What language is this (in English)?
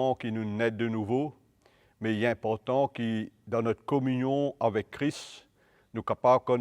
Morisyen